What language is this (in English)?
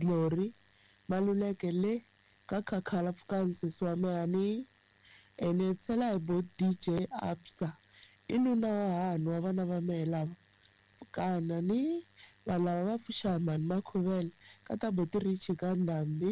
Tsonga